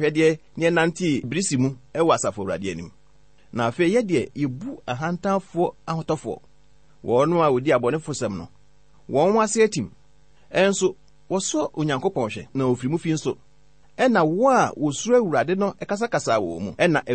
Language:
Akan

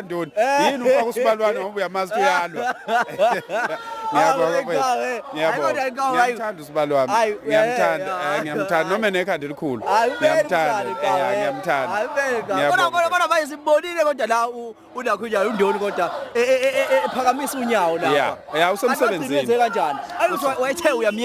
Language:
Zulu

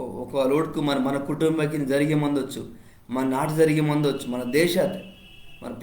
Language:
Koya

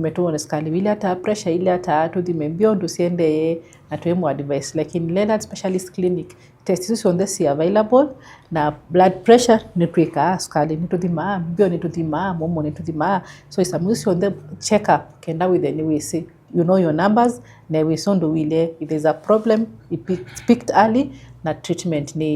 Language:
Kamba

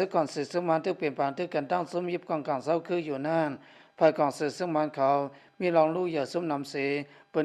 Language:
Lao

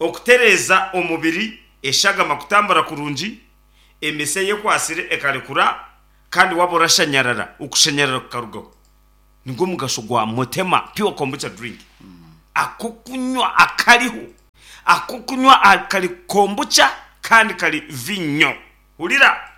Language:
Nyankole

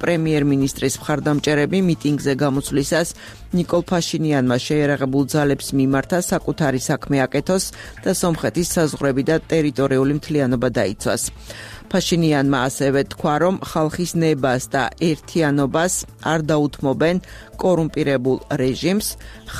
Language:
Georgian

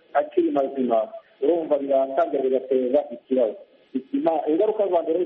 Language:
Kinyarwanda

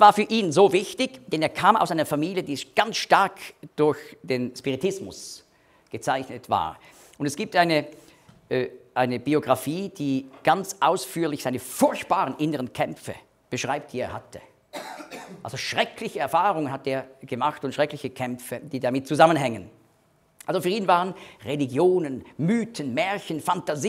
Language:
German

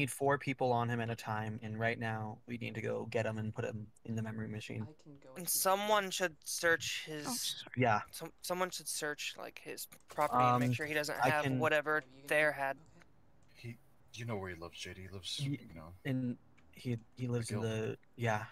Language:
English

